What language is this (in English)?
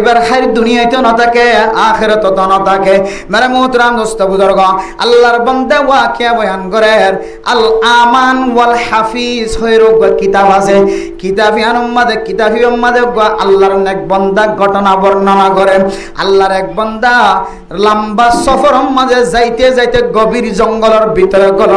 Rohingya